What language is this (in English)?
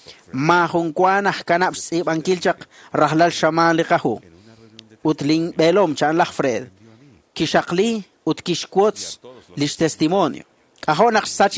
Kekchí